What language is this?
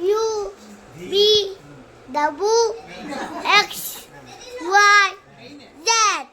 Manipuri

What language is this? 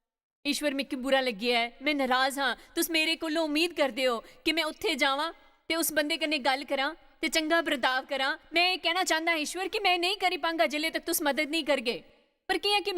Dogri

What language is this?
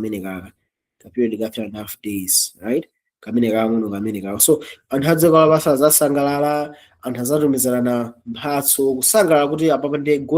Nyanja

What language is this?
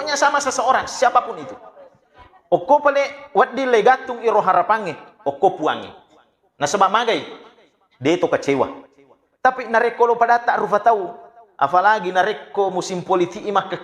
Buginese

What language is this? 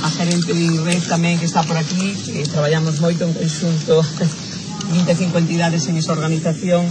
Galician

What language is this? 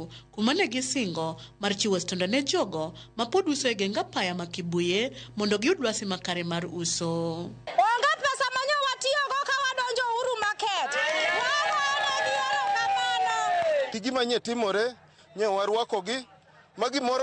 Luo (Kenya and Tanzania)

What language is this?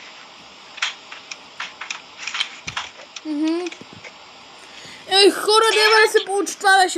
Bulgarian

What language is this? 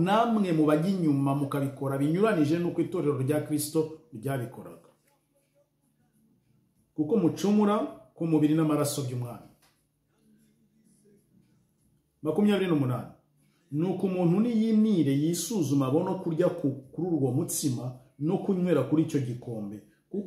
Kinyarwanda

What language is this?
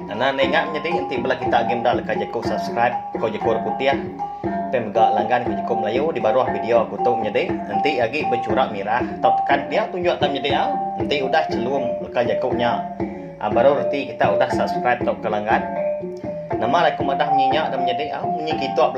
Iban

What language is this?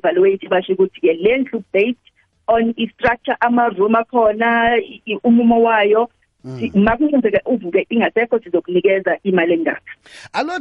South Ndebele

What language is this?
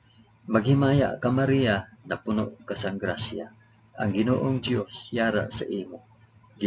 Hiligaynon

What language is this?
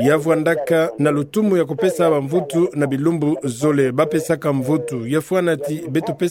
Kituba (Democratic Republic of Congo)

